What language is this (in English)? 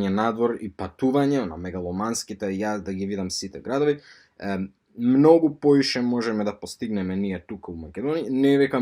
Macedonian